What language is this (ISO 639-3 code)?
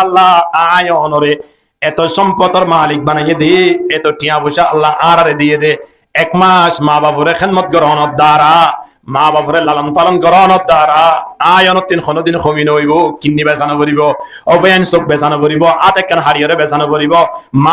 rhg